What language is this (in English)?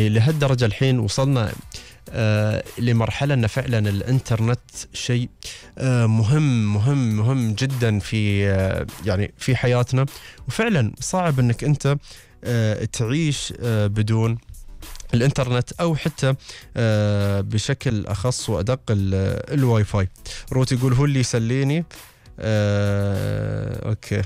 Gulf Arabic